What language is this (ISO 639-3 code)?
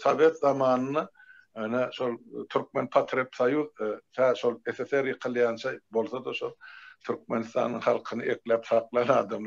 tuk